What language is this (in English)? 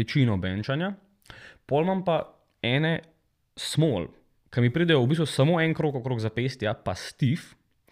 Slovenian